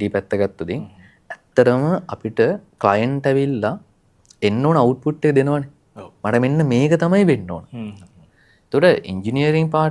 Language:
Sinhala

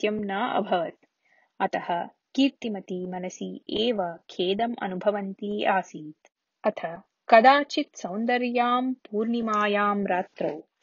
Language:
Sanskrit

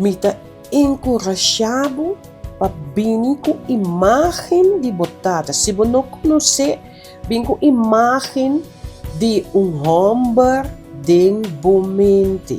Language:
Papiamento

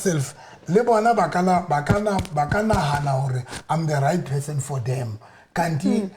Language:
Southern Sotho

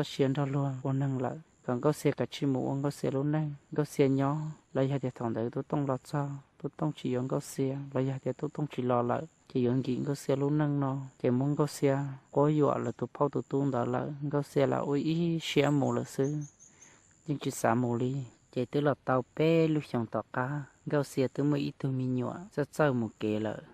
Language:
Hmong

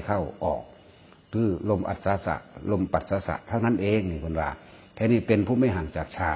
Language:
Northeastern Thai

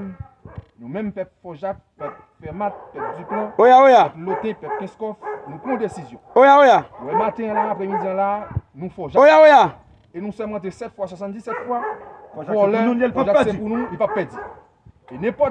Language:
Haitian Creole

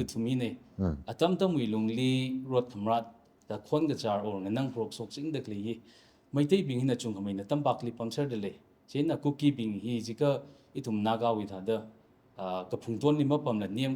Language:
Tangkhul Naga (India)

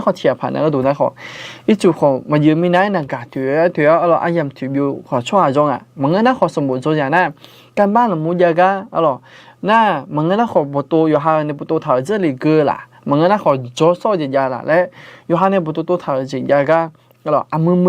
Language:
Akha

